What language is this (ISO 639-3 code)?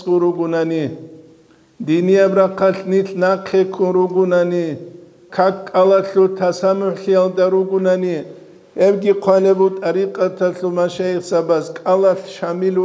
ava